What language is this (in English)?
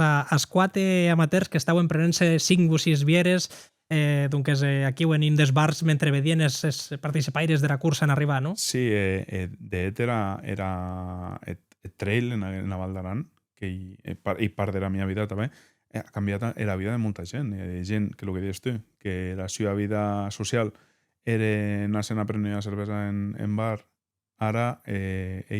Occitan